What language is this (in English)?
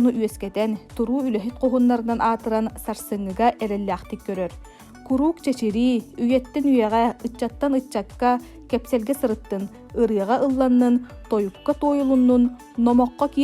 Yakut